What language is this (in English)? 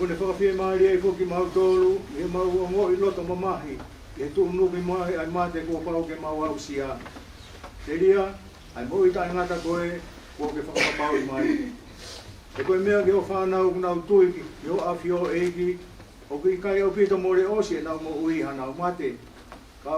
Tongan